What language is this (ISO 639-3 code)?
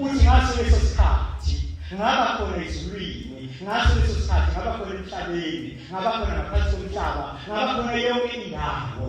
zul